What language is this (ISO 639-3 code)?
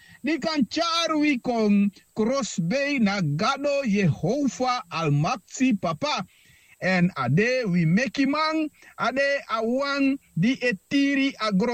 srn